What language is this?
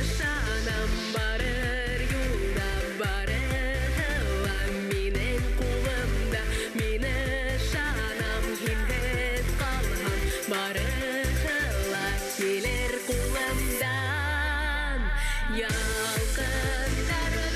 Bashkir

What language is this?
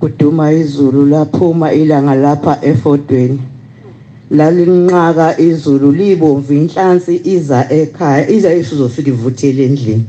Zulu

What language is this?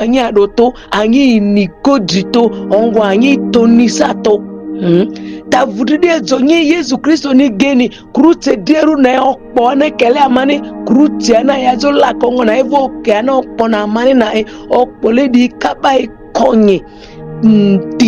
Ma'di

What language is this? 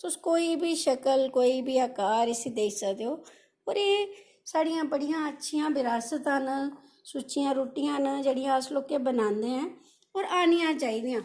Dogri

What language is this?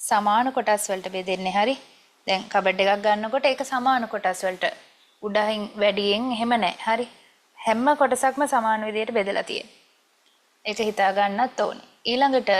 Sinhala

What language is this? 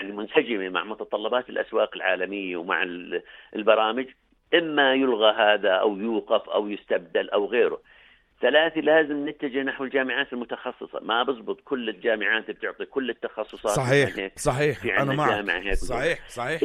North Levantine Arabic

